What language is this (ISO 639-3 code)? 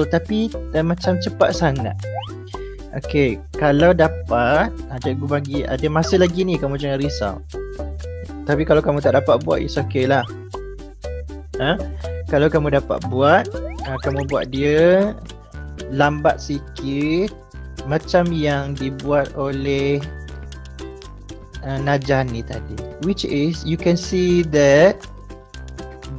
msa